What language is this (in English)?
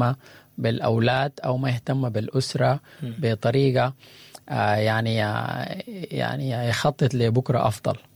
Sudanese Arabic